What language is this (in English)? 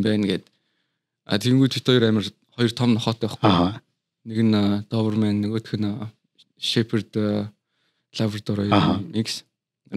Mongolian